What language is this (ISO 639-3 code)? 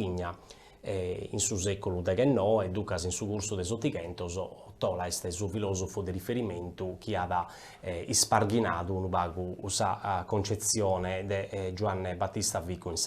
srd